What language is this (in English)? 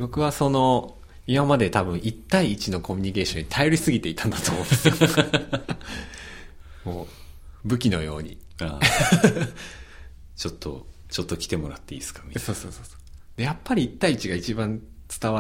Japanese